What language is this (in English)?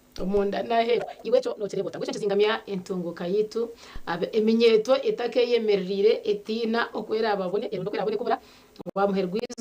Nyankole